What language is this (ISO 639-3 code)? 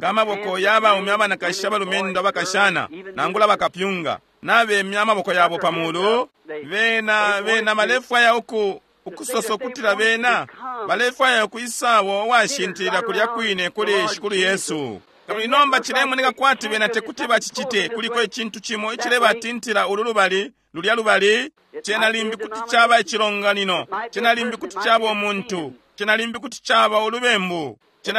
bem